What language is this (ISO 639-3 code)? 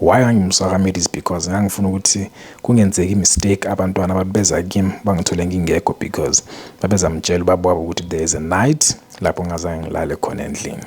zul